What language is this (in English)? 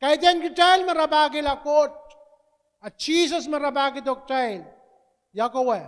Pohnpeian